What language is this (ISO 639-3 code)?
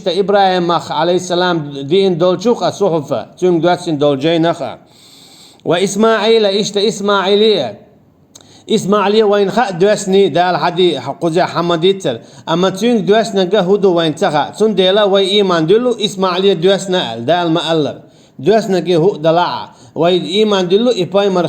che